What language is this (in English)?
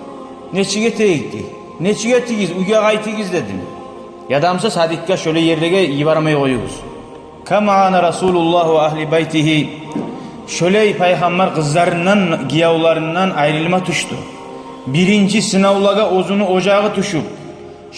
Kumyk